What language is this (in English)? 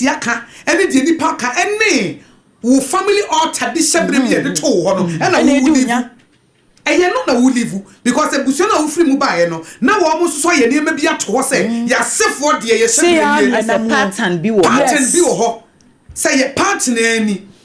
Akan